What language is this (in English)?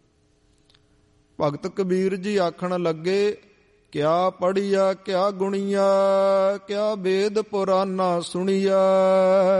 Punjabi